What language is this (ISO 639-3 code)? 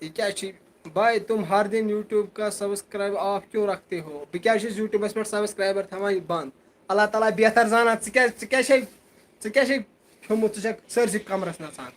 kas